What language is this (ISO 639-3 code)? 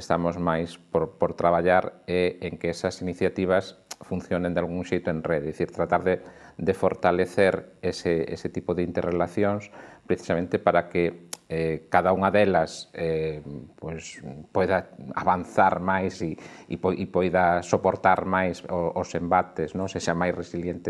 glg